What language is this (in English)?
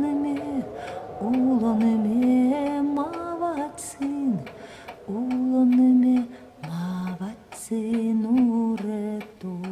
Udmurt